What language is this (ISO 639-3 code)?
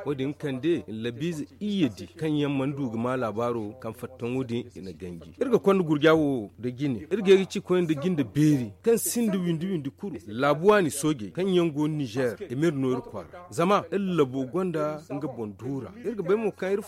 dje